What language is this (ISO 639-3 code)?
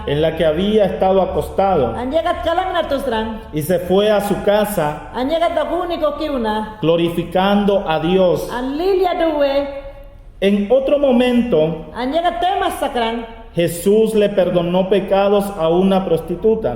yan